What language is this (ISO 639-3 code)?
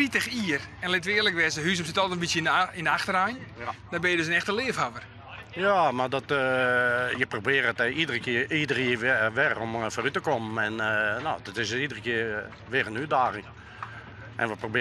fry